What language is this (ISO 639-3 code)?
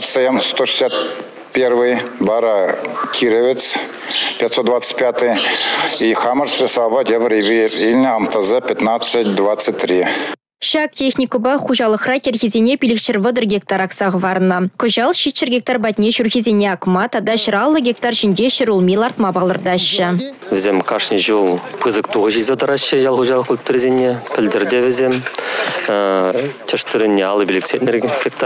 chv